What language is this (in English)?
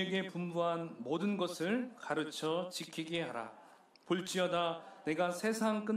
Korean